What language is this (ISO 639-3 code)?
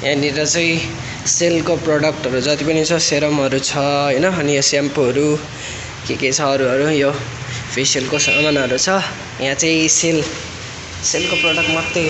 nep